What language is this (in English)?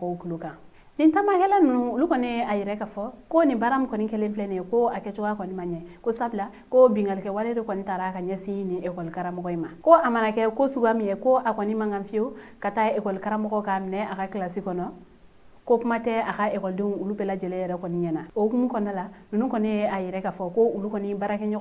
Bambara